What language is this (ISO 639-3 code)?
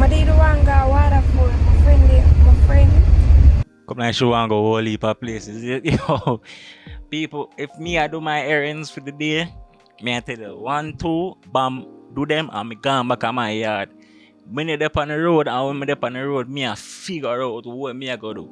jam